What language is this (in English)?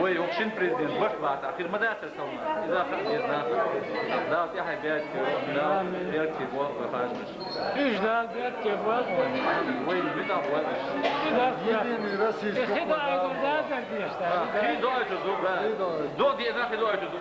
Chechen